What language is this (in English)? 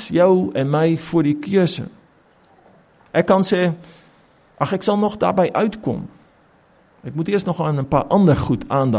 Afrikaans